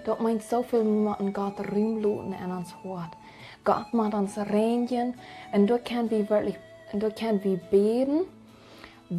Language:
Plautdietsch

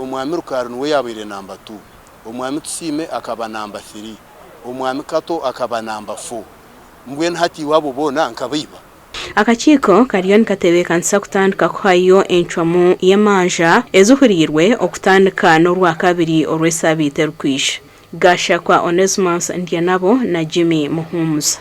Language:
Nyankole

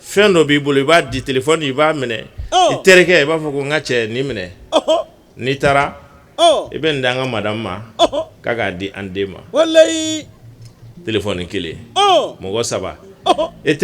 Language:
Bambara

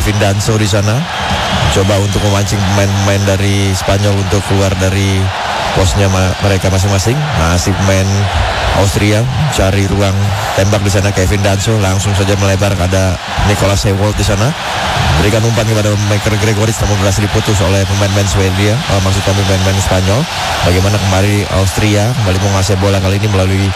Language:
Indonesian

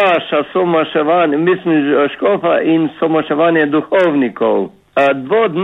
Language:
Slovenian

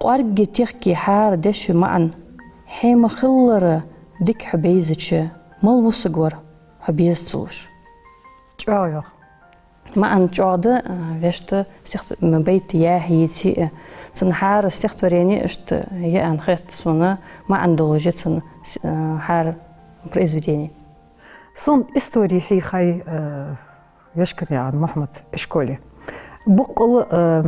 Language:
Ingush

